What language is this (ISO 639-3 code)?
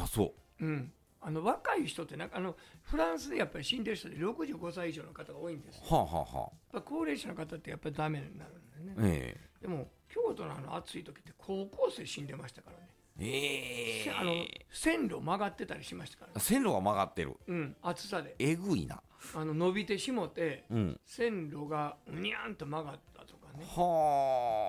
jpn